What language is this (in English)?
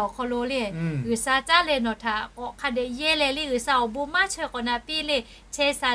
Lahu